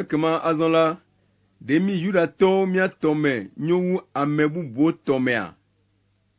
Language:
Ewe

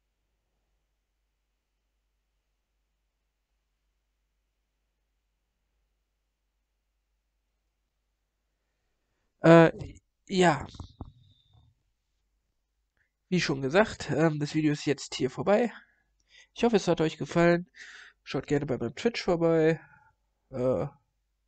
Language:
German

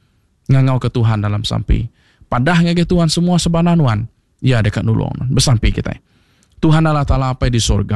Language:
Iban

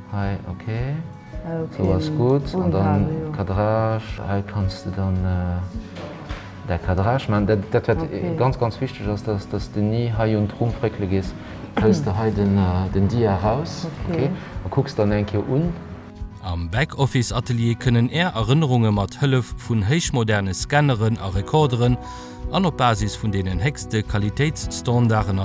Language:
Luxembourgish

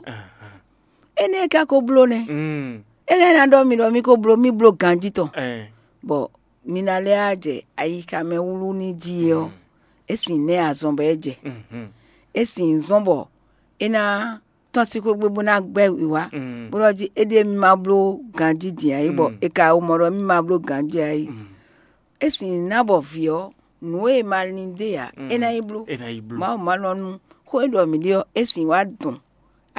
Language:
Fon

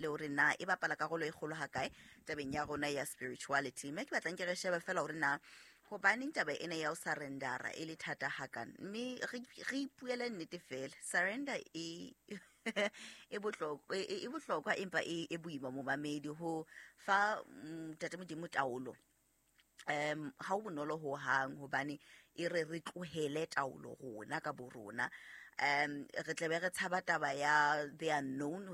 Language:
Southern Sotho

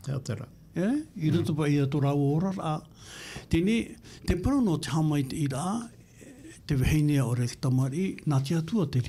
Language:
Tahitian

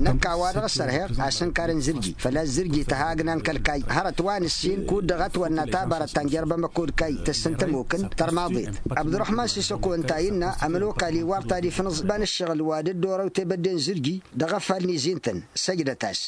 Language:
Tamasheq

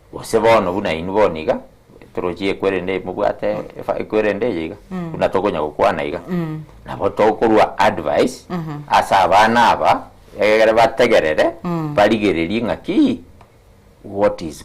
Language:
Gusii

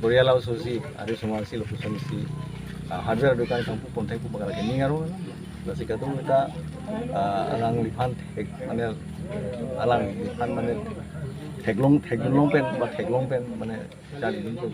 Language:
Karbi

